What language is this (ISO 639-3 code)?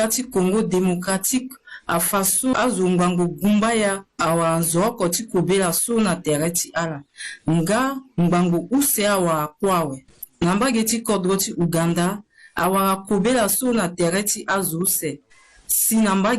sag